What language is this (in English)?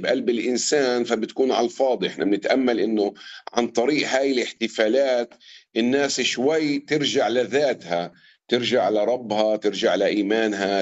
North Levantine Arabic